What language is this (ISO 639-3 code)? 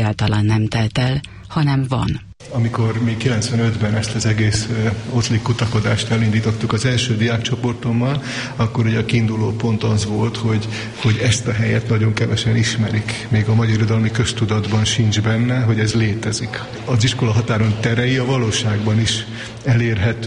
hun